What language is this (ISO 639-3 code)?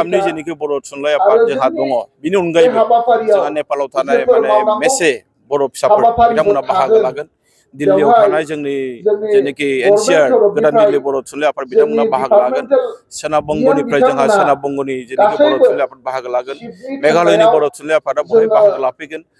brx